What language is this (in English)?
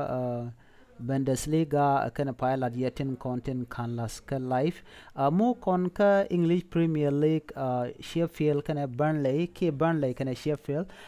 Nuer